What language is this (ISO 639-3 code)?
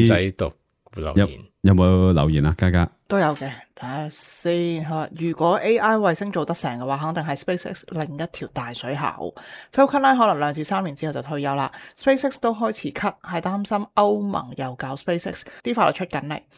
yue